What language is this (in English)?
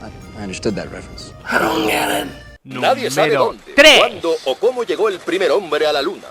Asturian